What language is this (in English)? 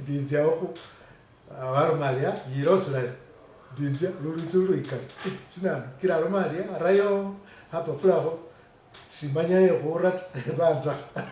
Masaaba